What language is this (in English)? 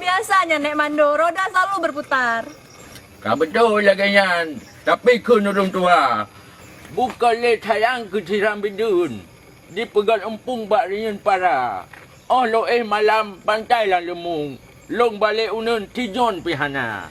Achinese